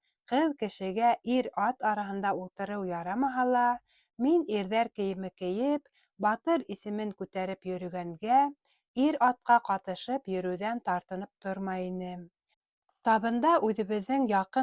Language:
Bashkir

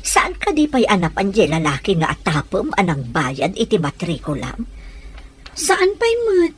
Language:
Iloko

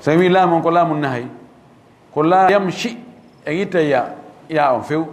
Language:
Fula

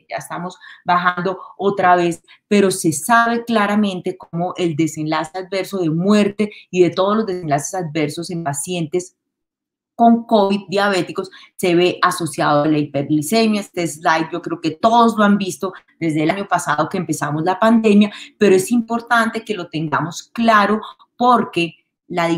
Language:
Spanish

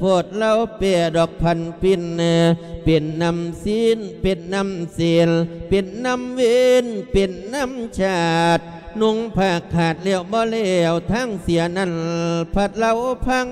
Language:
Lao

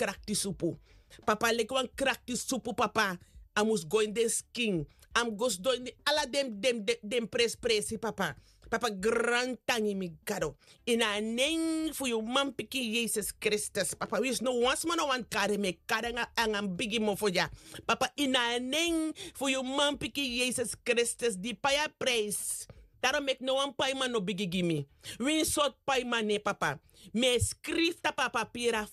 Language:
Sranan Tongo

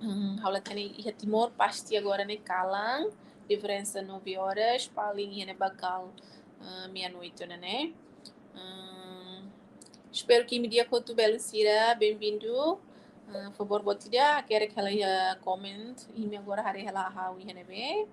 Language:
Tetum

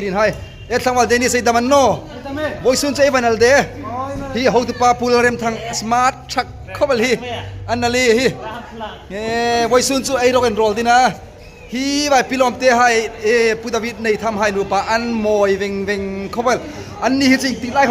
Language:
Hmar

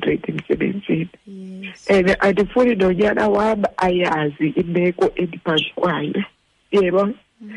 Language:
Xhosa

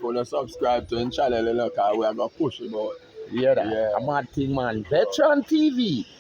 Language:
Jamaican Creole English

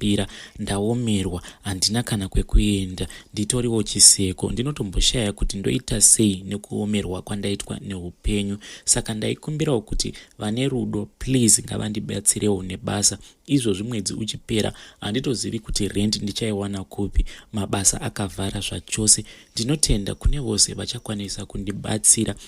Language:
Shona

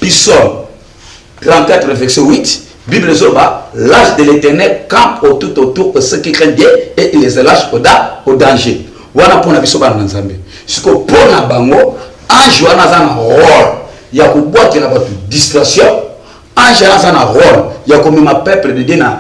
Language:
Lingala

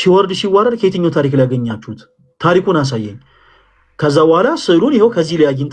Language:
Amharic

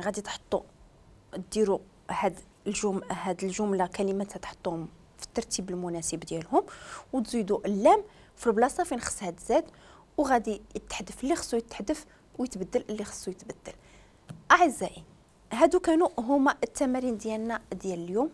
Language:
Moroccan Arabic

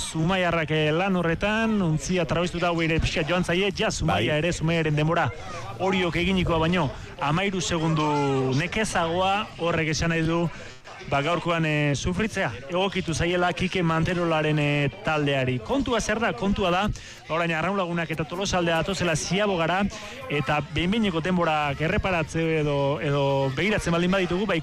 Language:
Basque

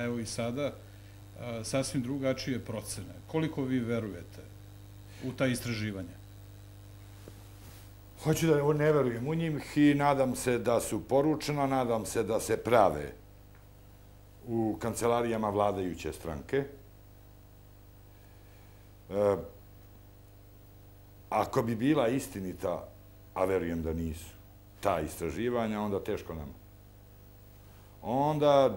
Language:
Serbian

